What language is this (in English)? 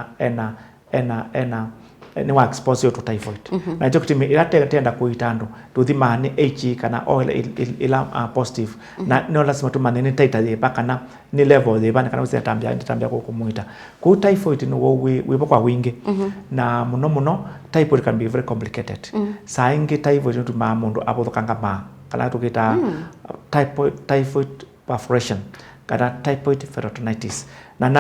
Kamba